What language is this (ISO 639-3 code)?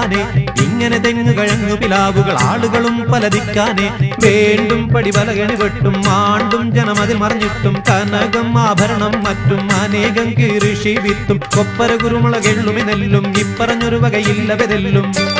mal